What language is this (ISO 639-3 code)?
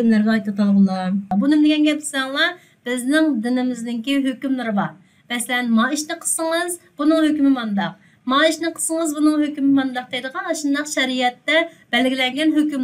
uig